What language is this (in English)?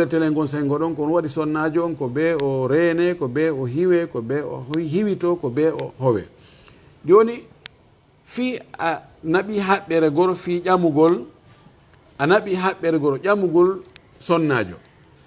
Fula